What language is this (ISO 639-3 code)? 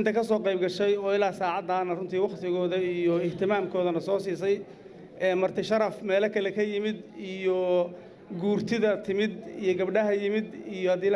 som